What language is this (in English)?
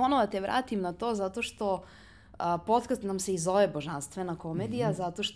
Serbian